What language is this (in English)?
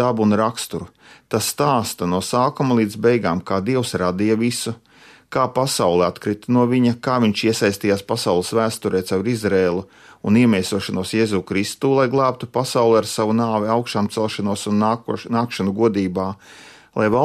Latvian